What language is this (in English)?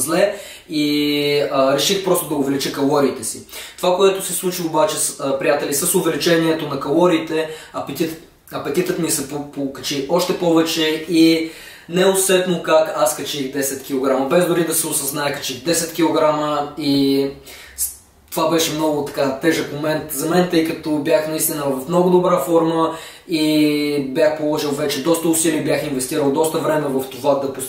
Bulgarian